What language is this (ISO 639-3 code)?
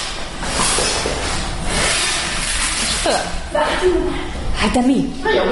hun